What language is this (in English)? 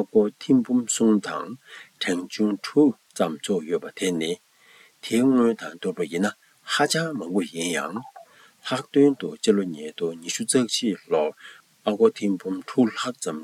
Tibetan